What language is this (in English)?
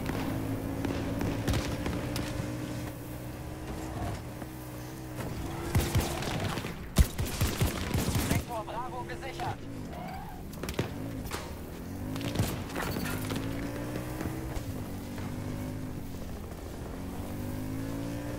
German